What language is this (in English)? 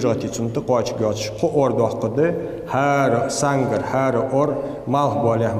Ingush